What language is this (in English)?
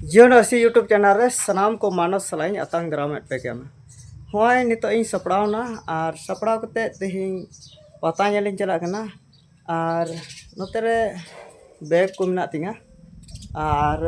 Santali